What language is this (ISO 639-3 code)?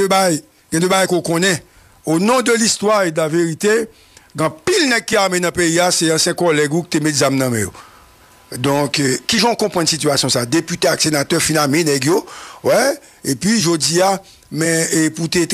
hat